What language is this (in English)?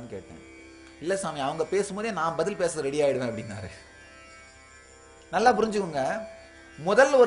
Tamil